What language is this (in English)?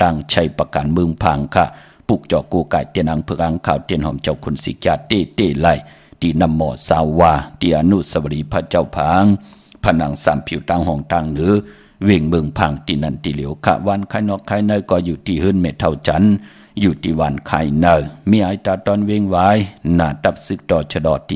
Shan